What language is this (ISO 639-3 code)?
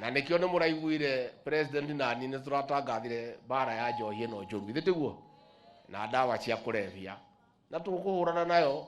kik